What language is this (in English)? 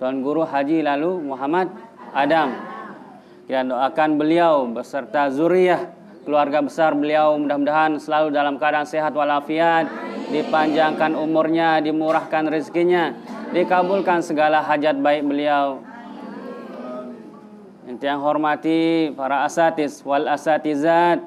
Sasak